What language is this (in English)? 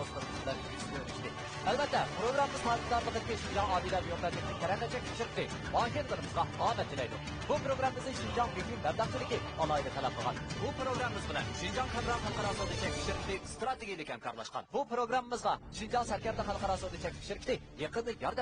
Uyghur